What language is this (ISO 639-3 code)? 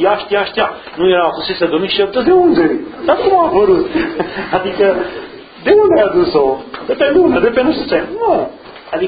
ron